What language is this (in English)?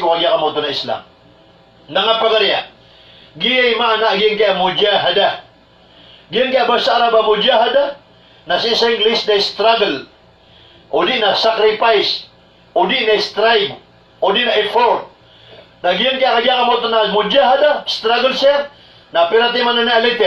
Maranao